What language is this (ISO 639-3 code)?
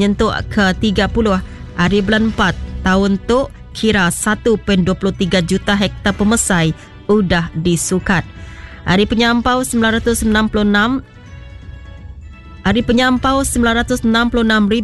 iba